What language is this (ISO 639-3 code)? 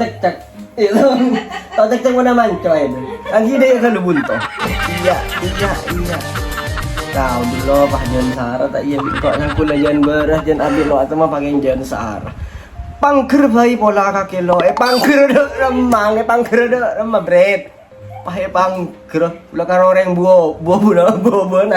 mad